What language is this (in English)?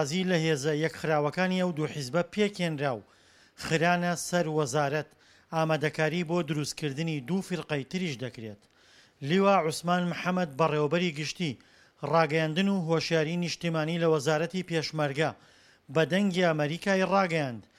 Central Kurdish